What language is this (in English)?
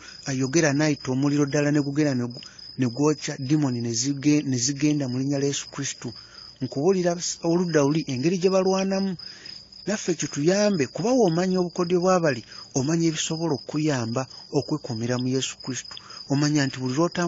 Ganda